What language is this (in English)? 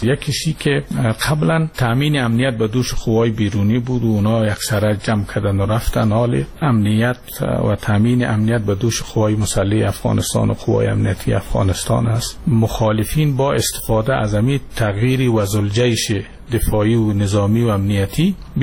Persian